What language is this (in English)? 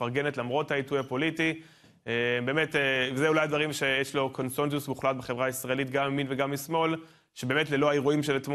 Hebrew